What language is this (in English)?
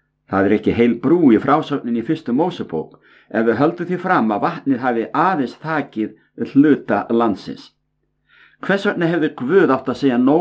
Icelandic